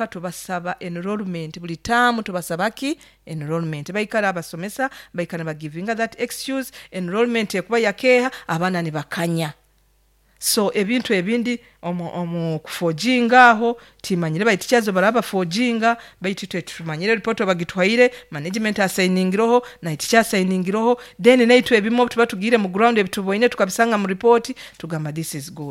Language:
Nyoro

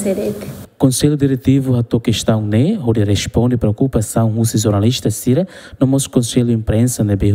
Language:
Tetum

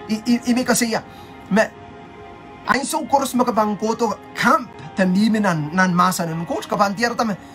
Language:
Pohnpeian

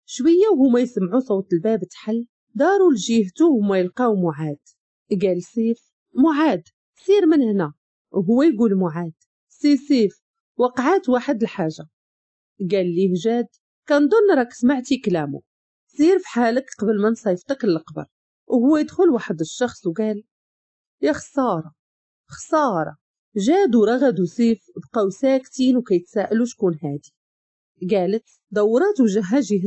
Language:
Moroccan Arabic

